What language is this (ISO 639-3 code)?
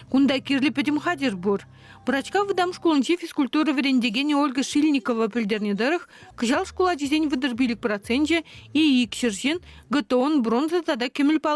chv